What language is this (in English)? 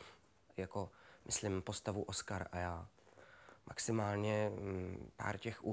Czech